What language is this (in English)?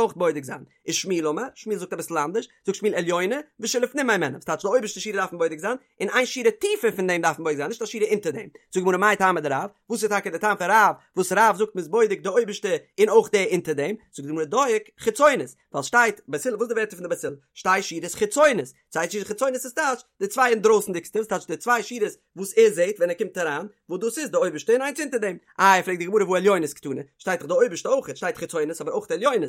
Yiddish